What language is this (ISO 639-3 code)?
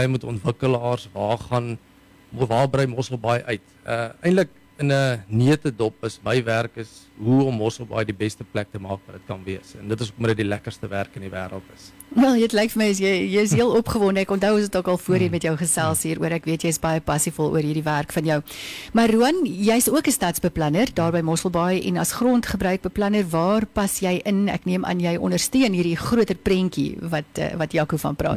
afr